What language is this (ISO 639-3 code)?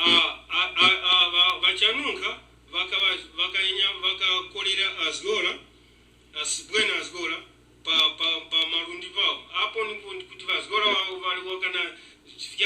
tum